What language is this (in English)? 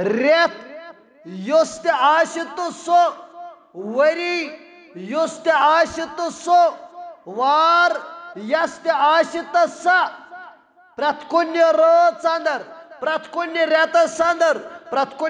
Kashmiri